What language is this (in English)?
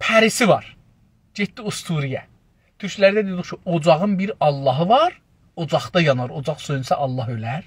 South Azerbaijani